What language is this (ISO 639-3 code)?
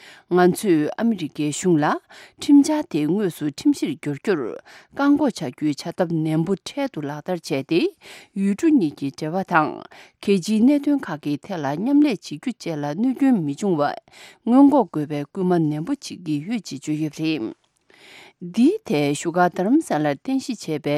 bod